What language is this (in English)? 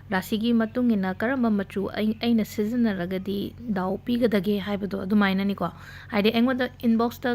Manipuri